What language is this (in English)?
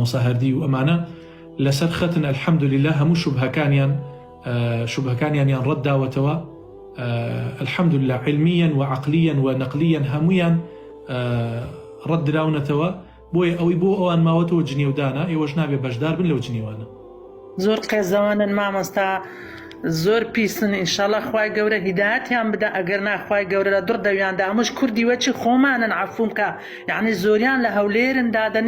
Central Kurdish